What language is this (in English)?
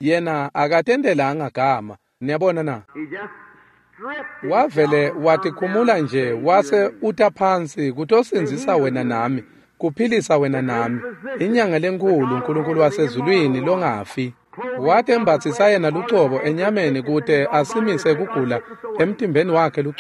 Swati